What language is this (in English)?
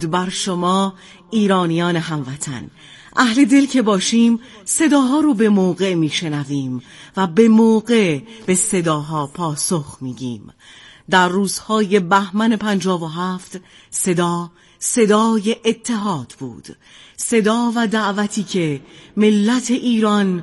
Persian